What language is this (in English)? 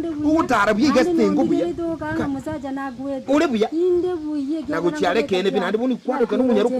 Gusii